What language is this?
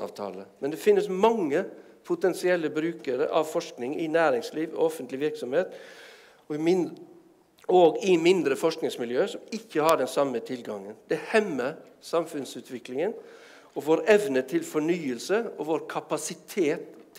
Norwegian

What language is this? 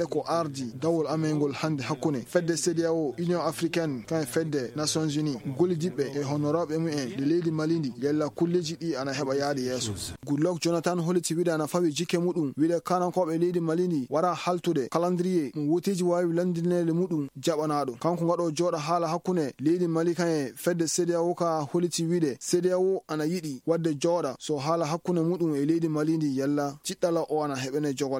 Fula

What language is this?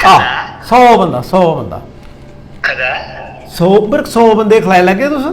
Dogri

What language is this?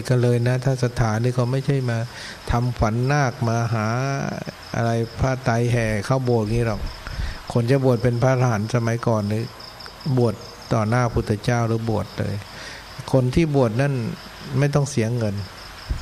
Thai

